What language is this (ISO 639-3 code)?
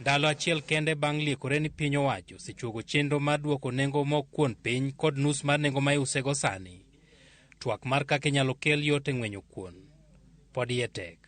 luo